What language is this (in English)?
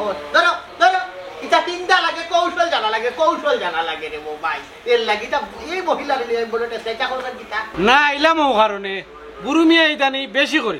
Sylheti